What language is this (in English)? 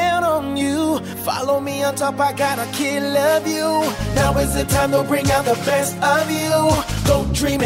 Filipino